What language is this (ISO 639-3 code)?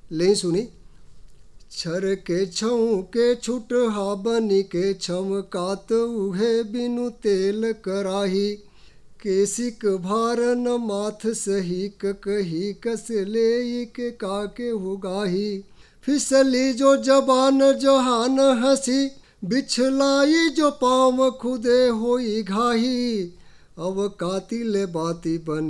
bho